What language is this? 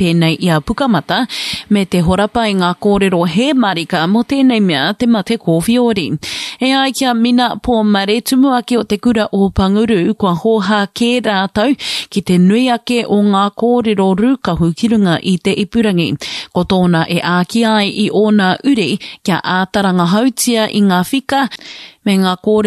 Māori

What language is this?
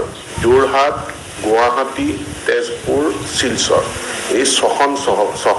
Assamese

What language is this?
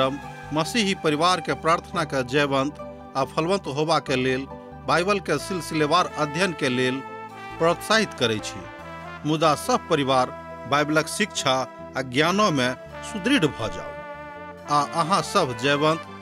Maithili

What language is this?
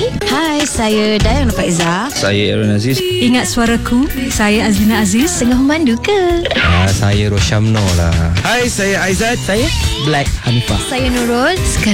Malay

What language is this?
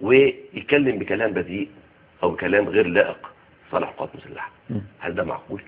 Egyptian Arabic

